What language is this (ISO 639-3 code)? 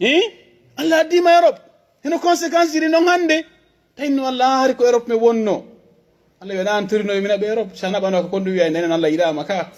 fuf